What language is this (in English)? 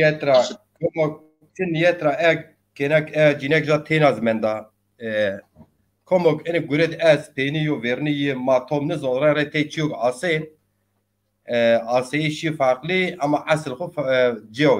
Zaza